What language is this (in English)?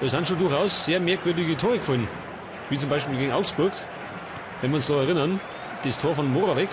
Bavarian